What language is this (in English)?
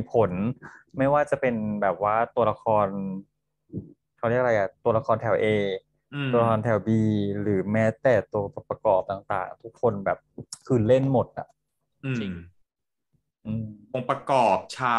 Thai